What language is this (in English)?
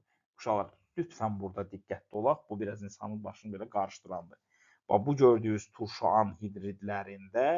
Azerbaijani